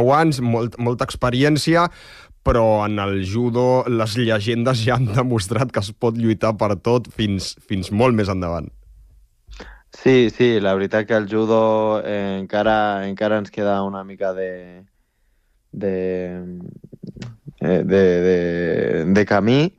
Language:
Catalan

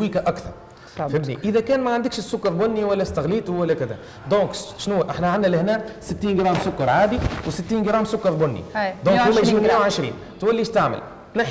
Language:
Tunisian Arabic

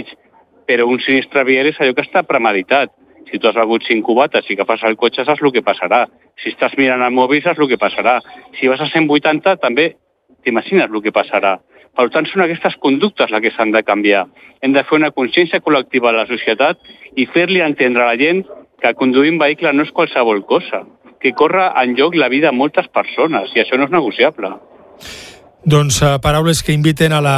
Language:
Catalan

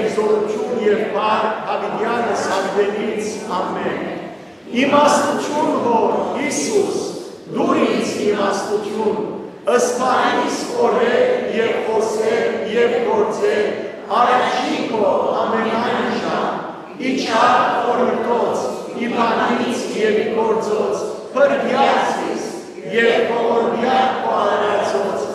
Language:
Western Armenian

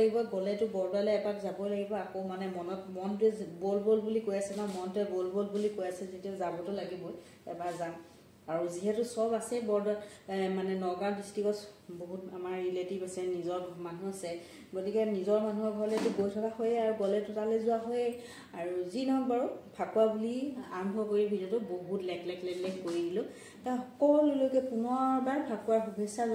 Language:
Assamese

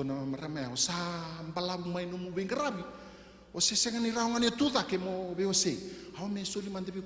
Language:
Fijian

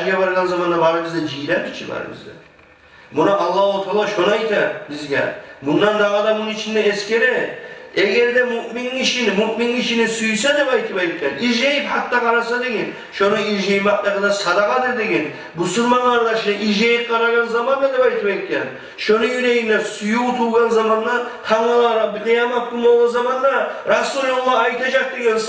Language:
Kumyk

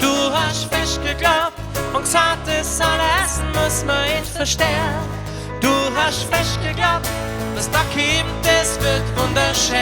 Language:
Bavarian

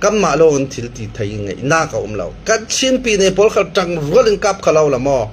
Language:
Hakha Chin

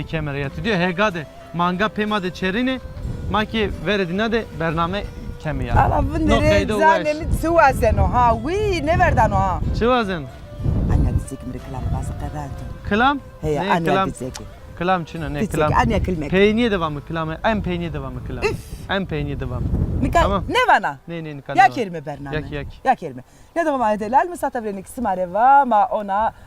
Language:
Zaza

